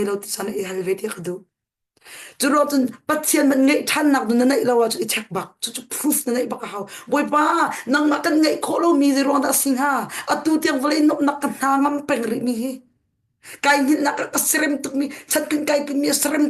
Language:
Hakha Chin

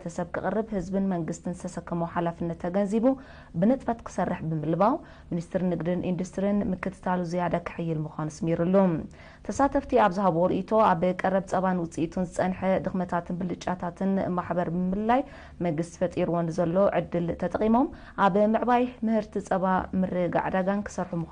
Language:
Tigrinya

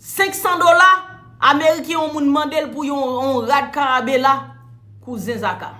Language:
Haitian Creole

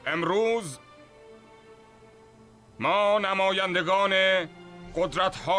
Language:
Persian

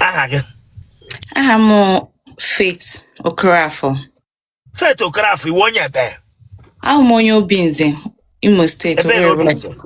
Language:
Igbo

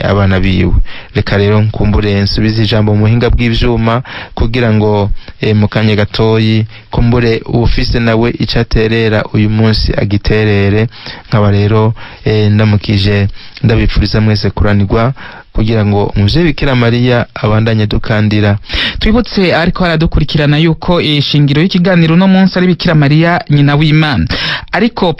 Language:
Rundi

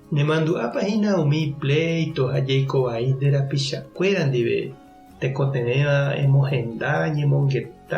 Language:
Guarani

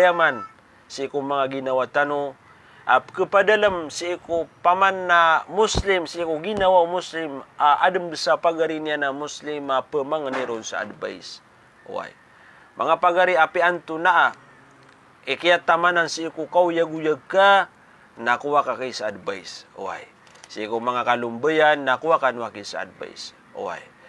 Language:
Maranao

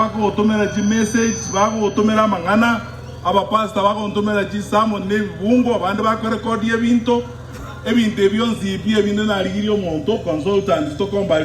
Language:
Gusii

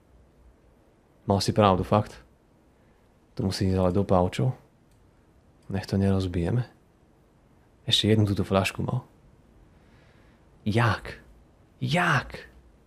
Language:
Slovak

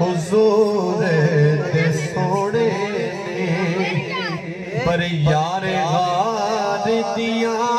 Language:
Saraiki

